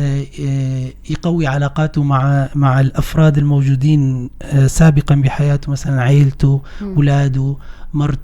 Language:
North Levantine Arabic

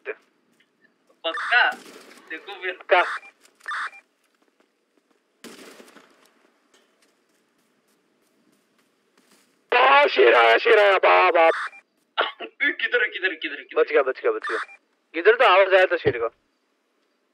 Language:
Hindi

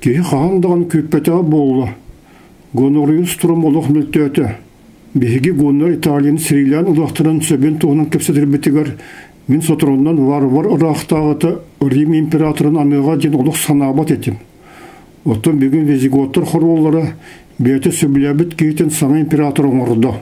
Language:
Yakut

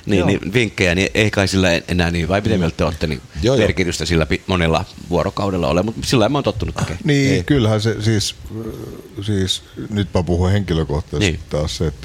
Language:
Finnish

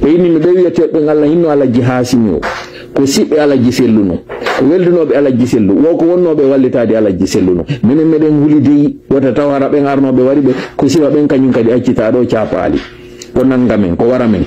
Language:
Fula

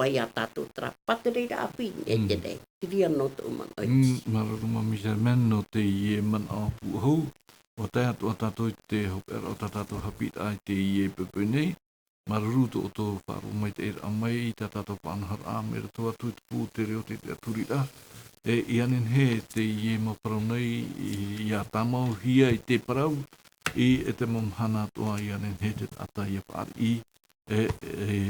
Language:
Tahitian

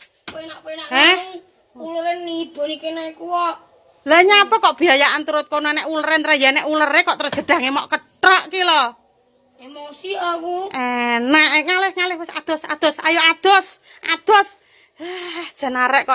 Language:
Javanese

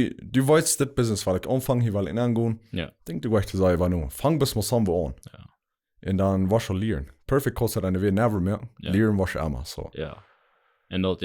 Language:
Plautdietsch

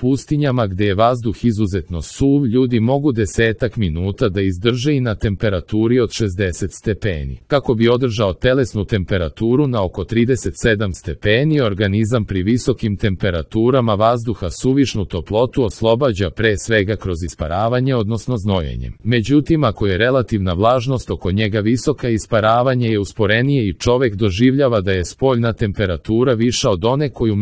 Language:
Serbian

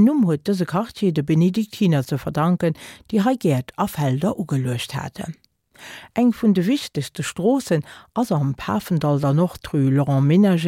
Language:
Luxembourgish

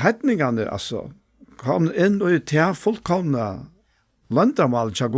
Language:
Faroese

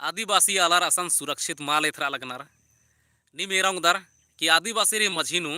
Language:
Kurukh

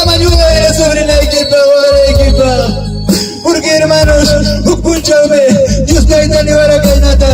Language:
Ayacucho Quechua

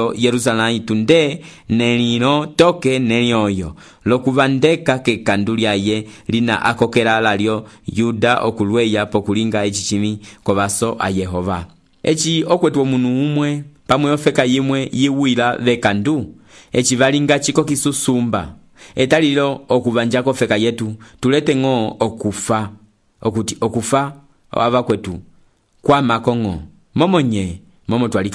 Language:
Umbundu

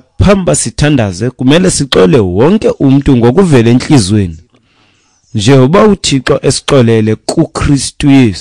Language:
Xhosa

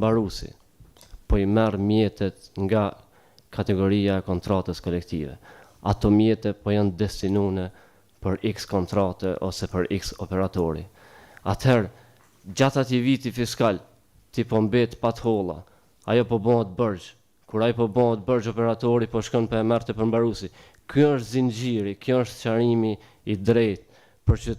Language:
Albanian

